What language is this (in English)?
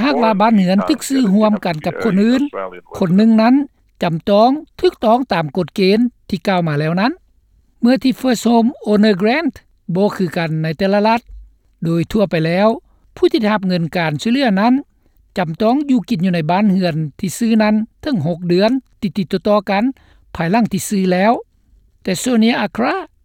Lao